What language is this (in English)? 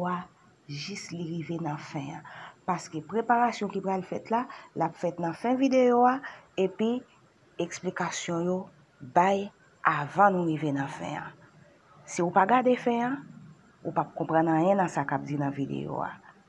Haitian Creole